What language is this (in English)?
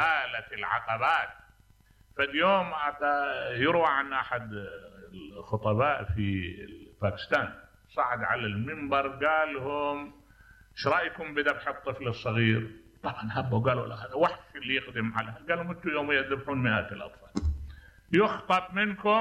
Mesopotamian Arabic